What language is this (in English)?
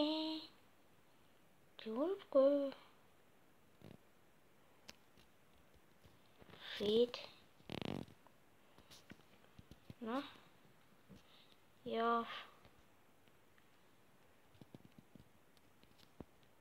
Estonian